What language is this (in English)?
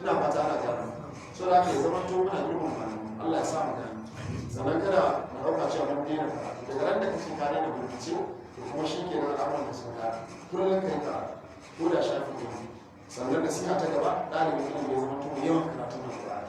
Hausa